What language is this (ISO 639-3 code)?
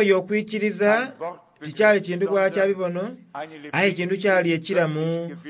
xog